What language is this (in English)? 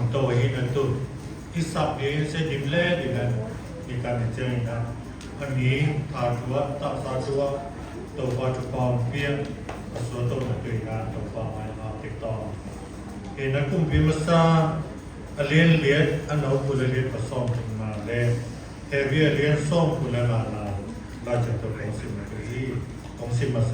Siyin Chin